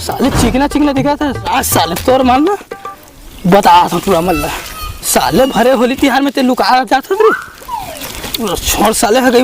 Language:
Chhattisgarhi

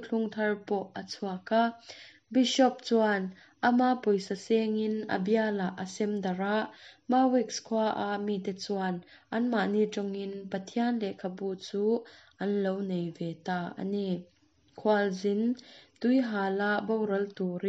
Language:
Mizo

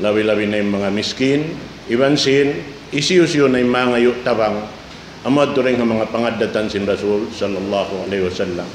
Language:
Tausug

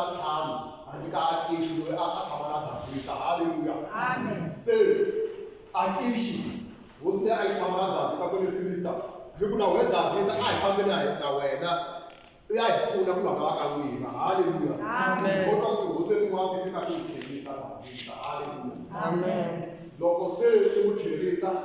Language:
Tsonga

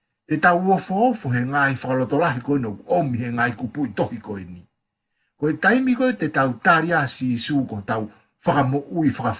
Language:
Tongan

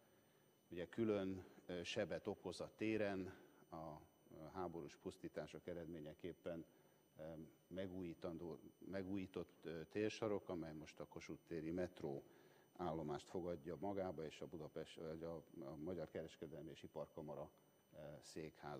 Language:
Hungarian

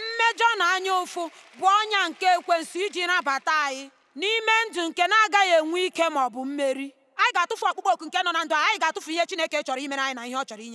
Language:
Igbo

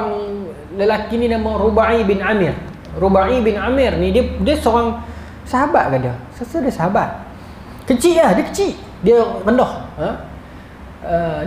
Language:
Malay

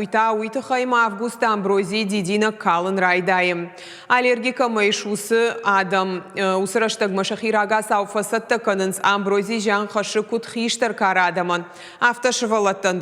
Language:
Ossetic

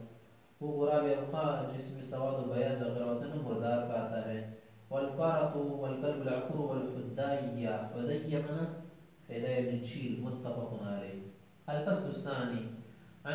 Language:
Urdu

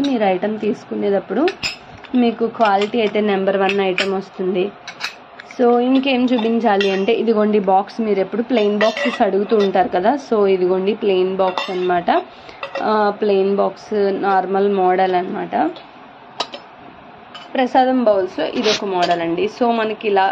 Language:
Telugu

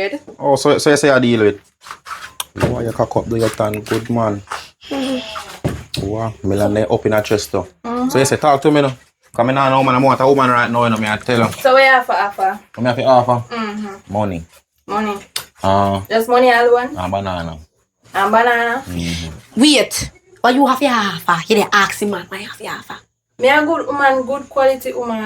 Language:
Jamaican Creole English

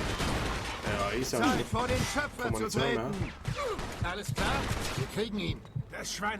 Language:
Swiss German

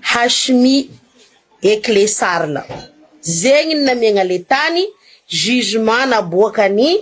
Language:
Malagasy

